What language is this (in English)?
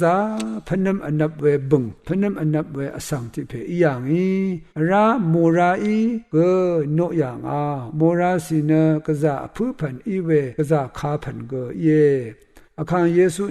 Rawang